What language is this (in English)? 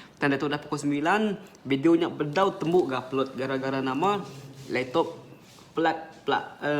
Iban